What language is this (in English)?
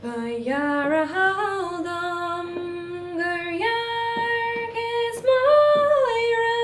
Irish